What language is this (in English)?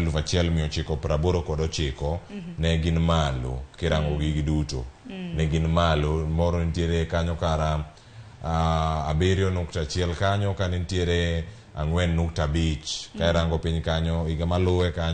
Luo (Kenya and Tanzania)